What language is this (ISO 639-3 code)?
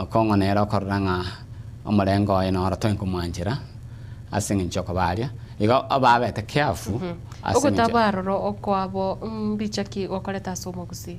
guz